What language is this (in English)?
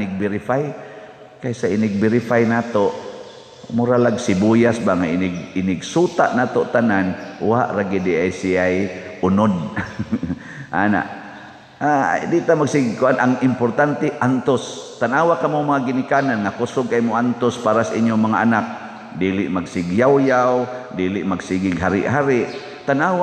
Cebuano